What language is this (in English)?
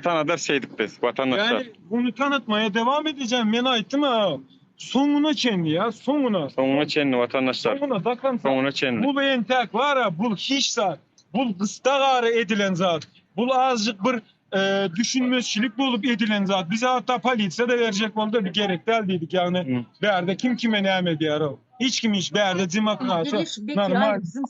Turkmen